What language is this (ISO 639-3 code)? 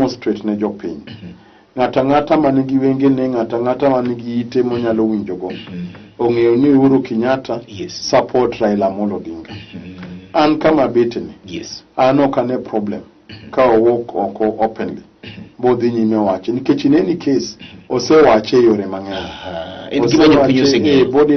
luo